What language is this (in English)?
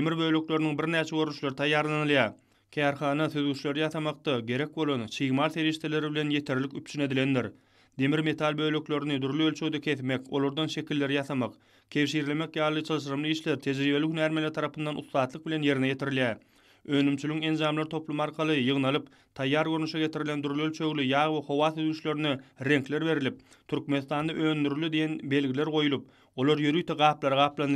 Turkmen